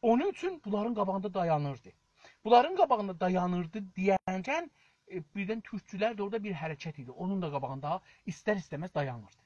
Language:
South Azerbaijani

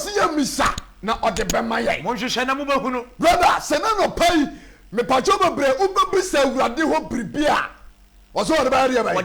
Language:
Akan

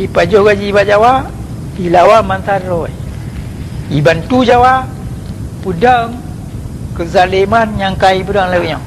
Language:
Achinese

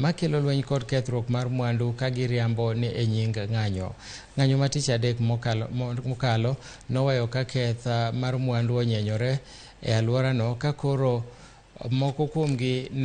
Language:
Luo (Kenya and Tanzania)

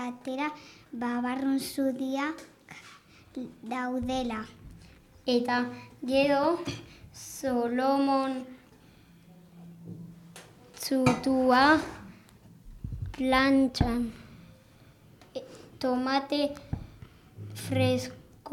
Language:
Basque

